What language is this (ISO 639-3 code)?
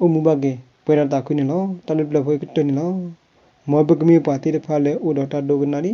ksw